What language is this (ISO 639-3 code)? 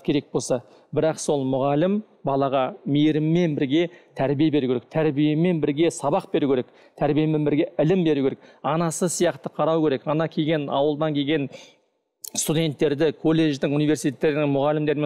kaz